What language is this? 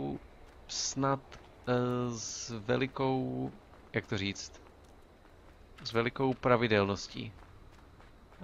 Czech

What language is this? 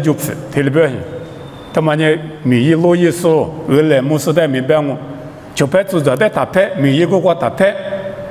Lisu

